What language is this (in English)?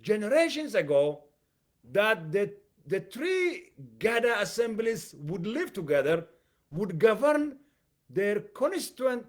English